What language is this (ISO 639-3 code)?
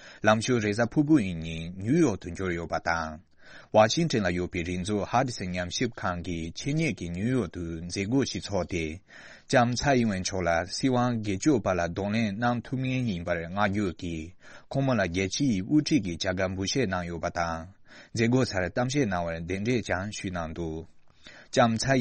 bod